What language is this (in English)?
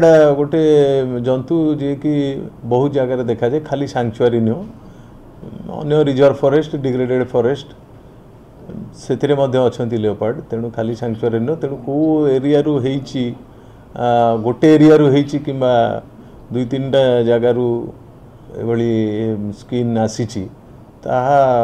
Odia